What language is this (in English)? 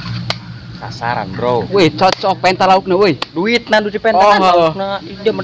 Sundanese